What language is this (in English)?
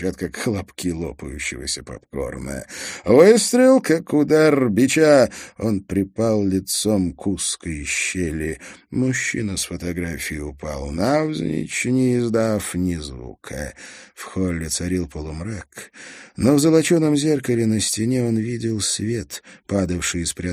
Russian